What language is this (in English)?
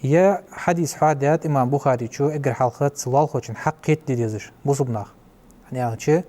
Ingush